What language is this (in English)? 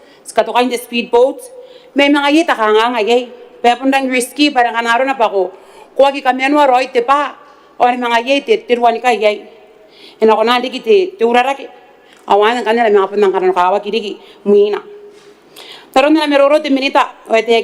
Gilbertese